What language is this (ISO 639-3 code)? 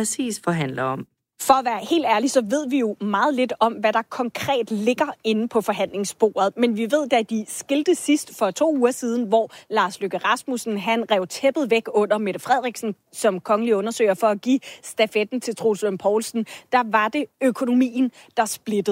dan